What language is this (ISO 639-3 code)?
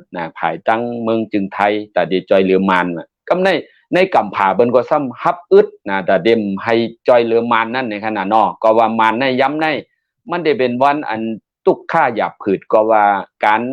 shn